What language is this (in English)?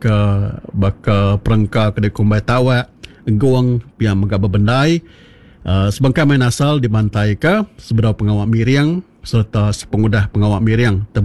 Iban